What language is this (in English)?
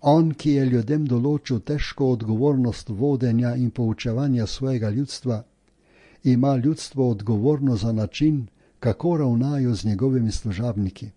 Slovenian